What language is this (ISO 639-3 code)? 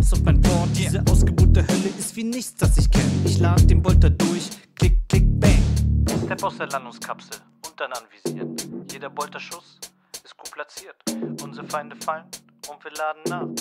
deu